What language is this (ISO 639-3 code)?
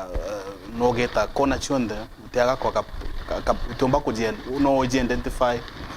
mer